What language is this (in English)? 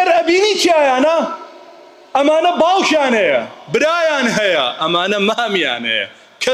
Central Kurdish